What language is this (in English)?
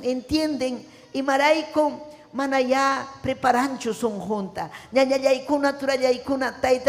Ayacucho Quechua